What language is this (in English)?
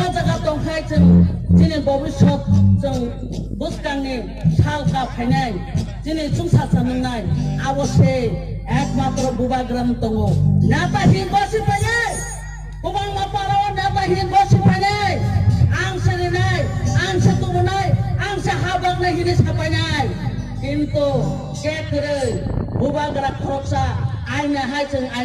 Kok Borok